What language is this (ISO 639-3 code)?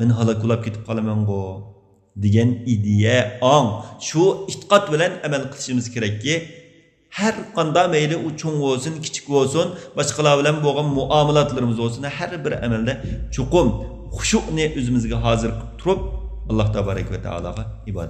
uig